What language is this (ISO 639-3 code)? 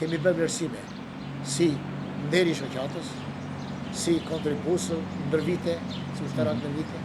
sqi